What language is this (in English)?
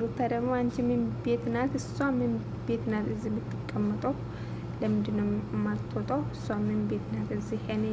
Amharic